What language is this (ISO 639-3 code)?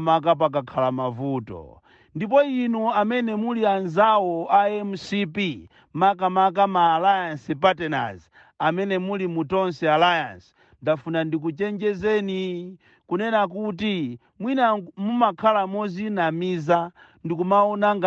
nya